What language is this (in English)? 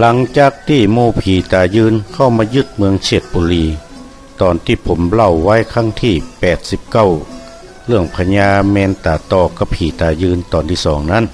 Northern Thai